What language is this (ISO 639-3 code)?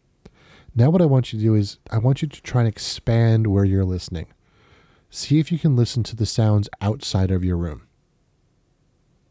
eng